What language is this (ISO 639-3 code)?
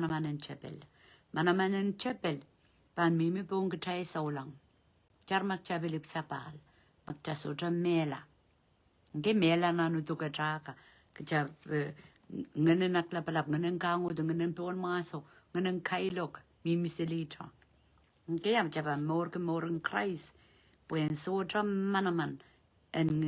pon